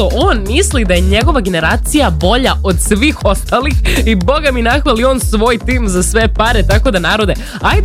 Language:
Serbian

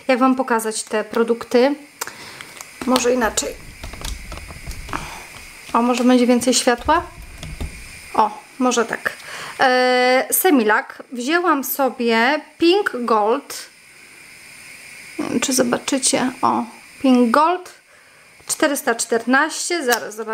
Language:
Polish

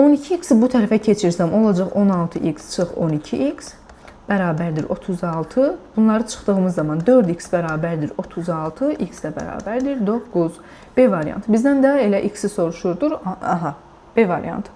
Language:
Azerbaijani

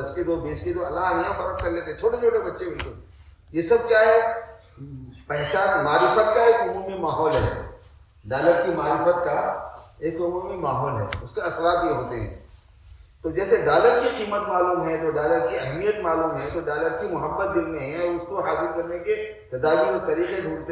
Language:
Urdu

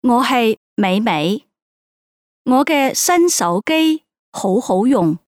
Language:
Cantonese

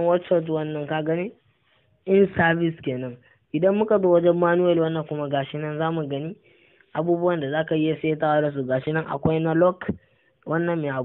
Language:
Hausa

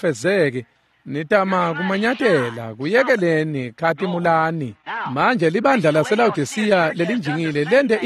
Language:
Swati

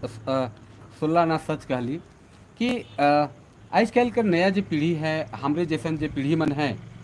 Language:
Sadri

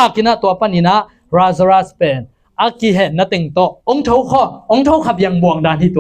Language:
Tedim Chin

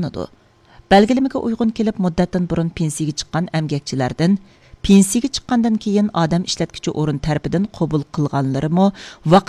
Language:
Uyghur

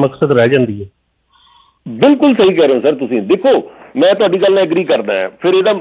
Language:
Punjabi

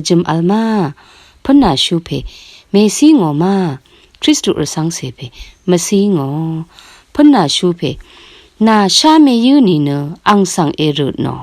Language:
Rawang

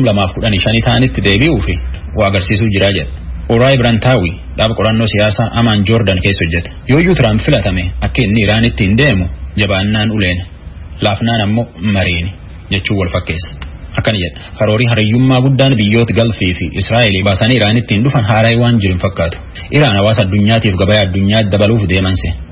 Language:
Oromo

